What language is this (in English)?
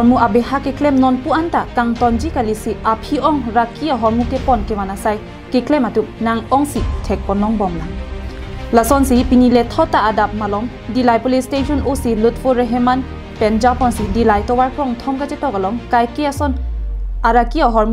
Karbi